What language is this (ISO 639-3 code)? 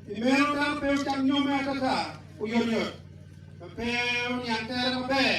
ach